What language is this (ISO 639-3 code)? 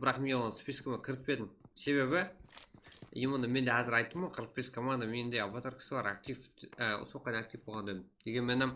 kaa